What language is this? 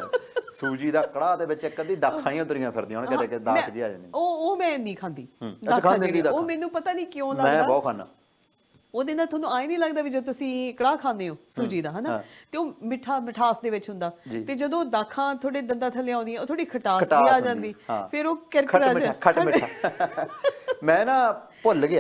Punjabi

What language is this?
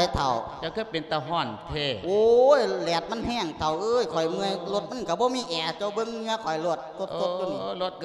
Lao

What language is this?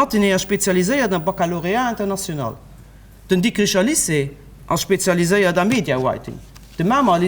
Luxembourgish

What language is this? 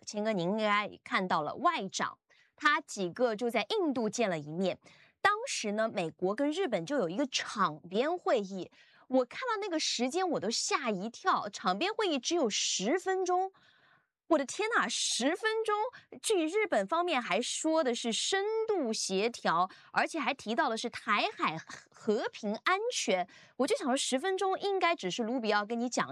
Chinese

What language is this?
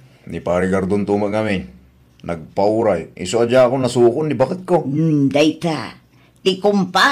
Iloko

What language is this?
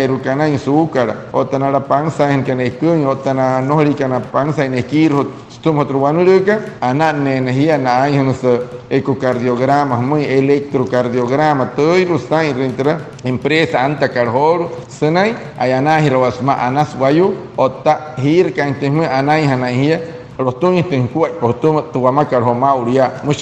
Wayuu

